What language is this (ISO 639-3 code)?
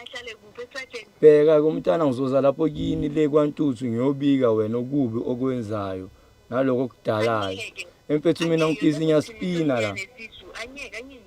zul